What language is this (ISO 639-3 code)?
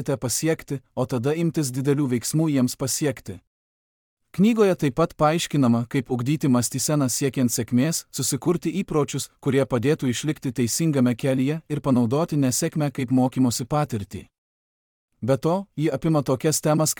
lit